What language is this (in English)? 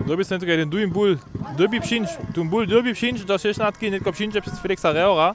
Upper Sorbian